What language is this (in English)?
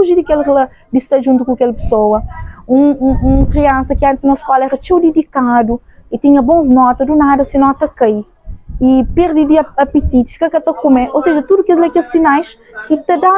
Kabuverdianu